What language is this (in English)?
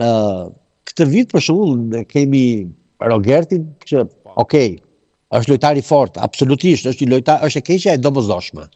Albanian